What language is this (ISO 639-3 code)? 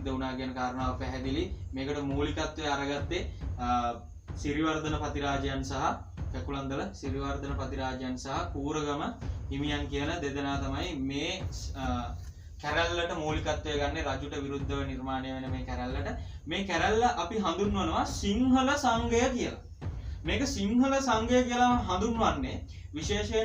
sin